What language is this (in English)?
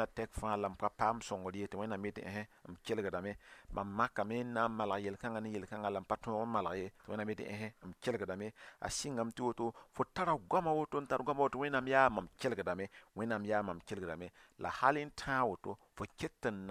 Mossi